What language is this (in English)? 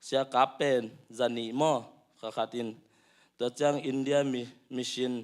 Tedim Chin